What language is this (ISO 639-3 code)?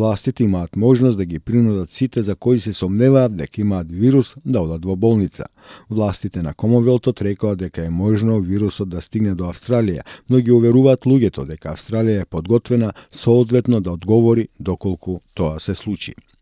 mkd